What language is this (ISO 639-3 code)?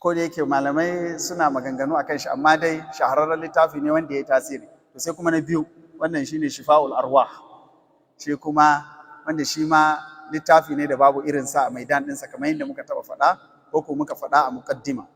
hau